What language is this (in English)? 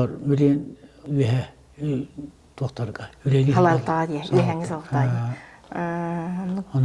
Yakut